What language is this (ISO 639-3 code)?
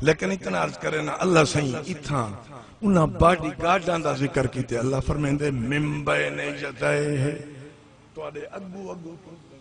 skr